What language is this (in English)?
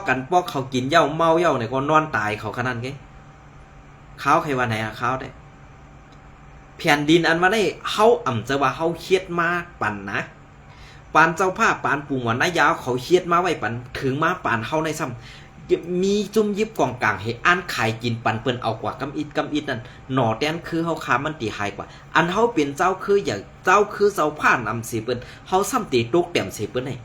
Shan